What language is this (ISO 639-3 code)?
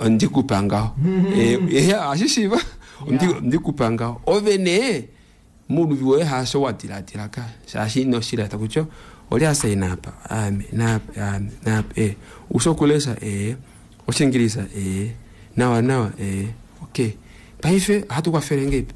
kua